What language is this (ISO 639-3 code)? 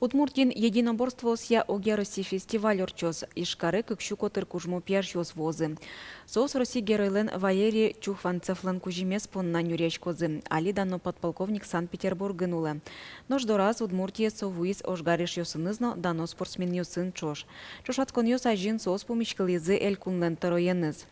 udm